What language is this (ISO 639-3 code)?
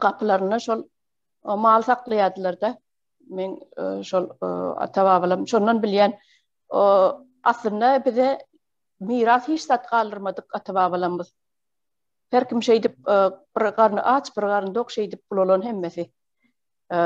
tuk